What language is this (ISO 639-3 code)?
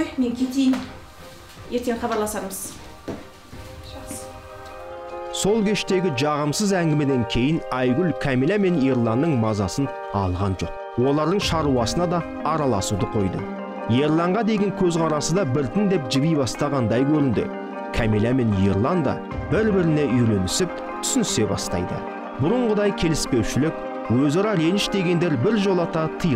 kaz